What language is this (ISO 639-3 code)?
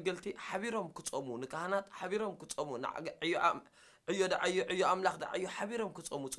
tir